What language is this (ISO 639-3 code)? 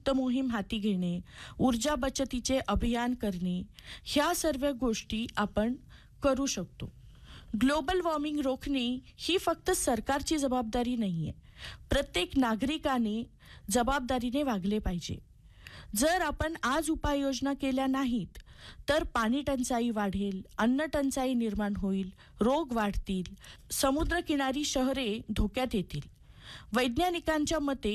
mar